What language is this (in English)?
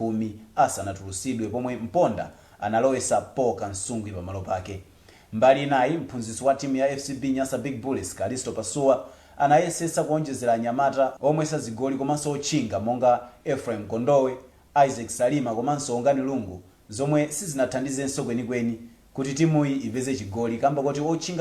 Nyanja